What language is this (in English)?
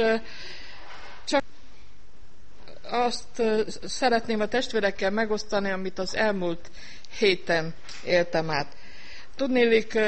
Hungarian